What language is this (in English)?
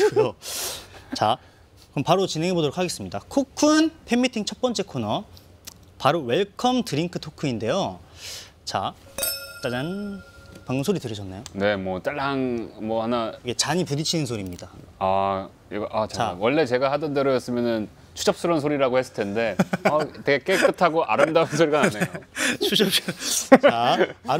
Korean